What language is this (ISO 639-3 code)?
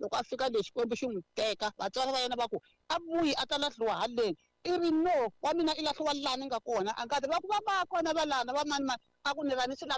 tso